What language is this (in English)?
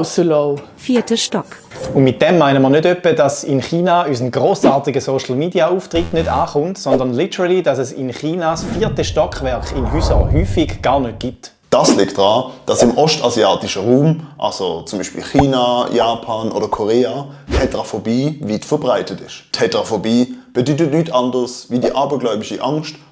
Swiss German